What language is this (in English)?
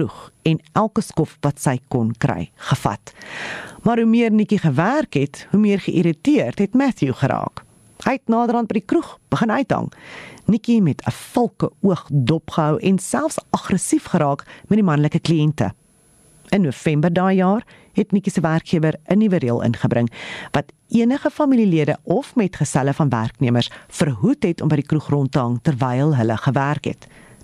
Afrikaans